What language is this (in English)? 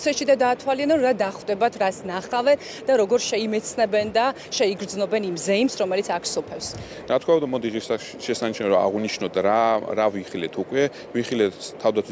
Georgian